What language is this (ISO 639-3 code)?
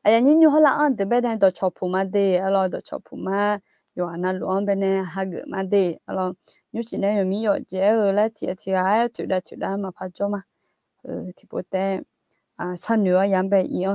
ahk